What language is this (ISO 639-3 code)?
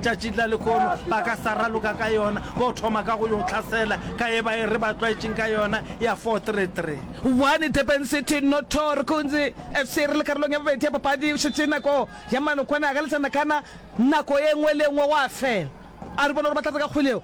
nso